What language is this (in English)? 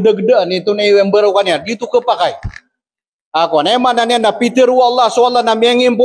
Maranao